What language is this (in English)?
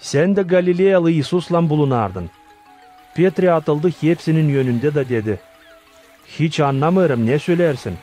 Gagauz